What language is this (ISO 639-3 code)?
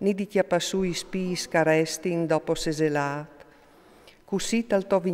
fur